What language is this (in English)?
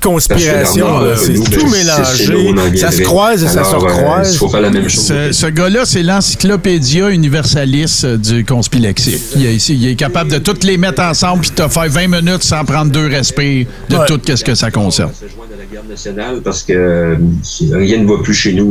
French